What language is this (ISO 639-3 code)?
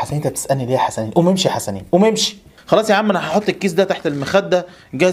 arz